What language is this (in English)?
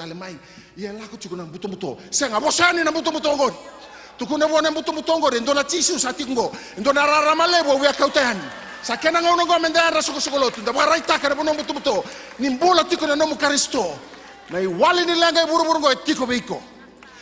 Fijian